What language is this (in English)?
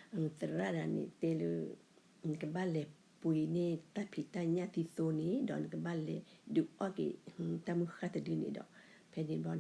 S'gaw Karen